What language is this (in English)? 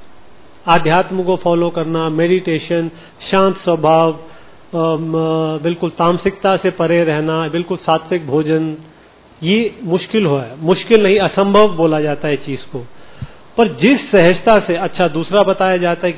Hindi